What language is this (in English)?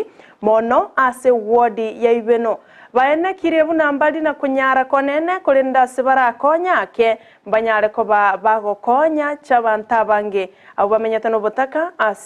Gusii